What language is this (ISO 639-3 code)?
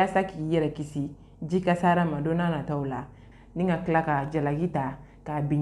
bam